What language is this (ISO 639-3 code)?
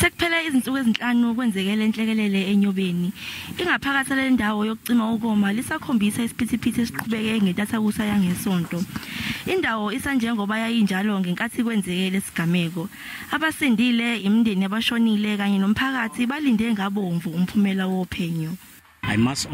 zul